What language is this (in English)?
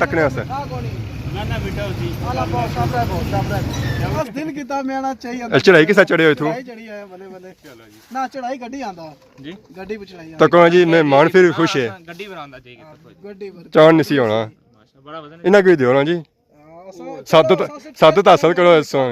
Pahari-Potwari